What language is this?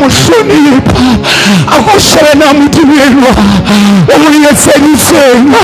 Southern Sotho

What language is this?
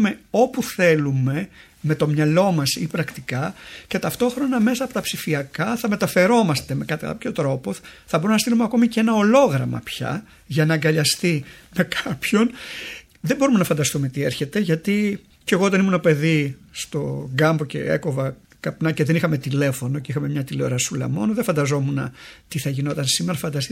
Greek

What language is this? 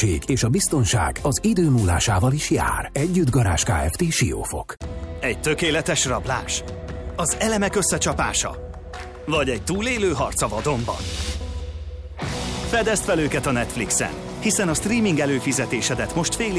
Hungarian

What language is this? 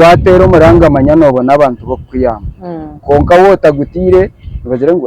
Nyankole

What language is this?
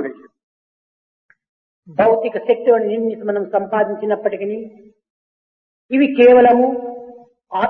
Telugu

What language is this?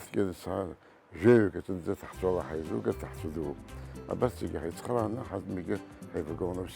Abkhazian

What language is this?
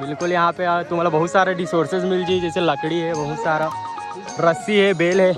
Chhattisgarhi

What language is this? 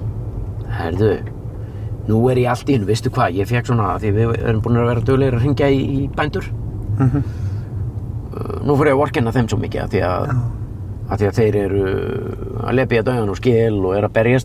Icelandic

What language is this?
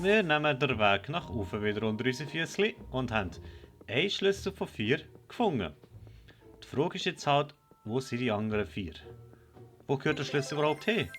Swiss German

